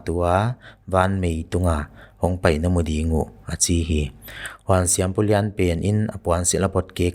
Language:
Paite Chin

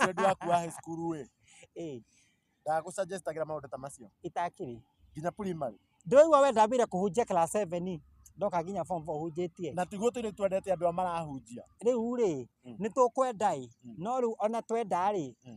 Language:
Kikuyu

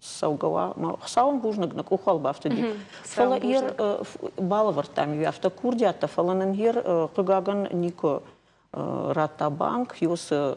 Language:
Ossetic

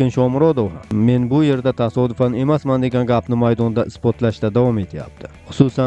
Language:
Uzbek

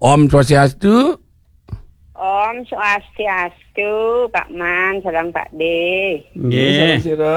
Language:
Balinese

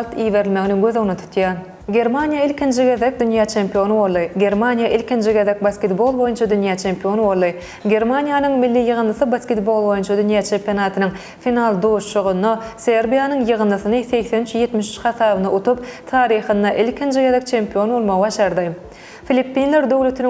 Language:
Turkmen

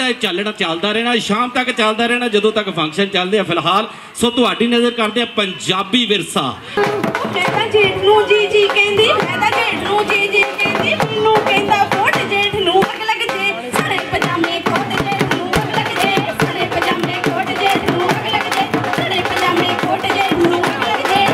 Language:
Punjabi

